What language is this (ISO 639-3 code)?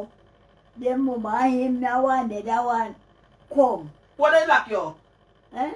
jam